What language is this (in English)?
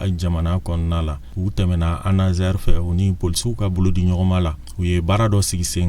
Bambara